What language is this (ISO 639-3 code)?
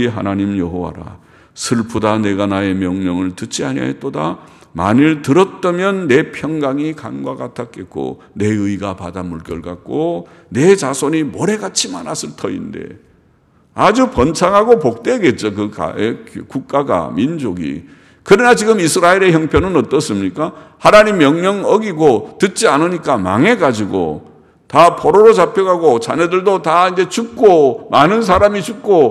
kor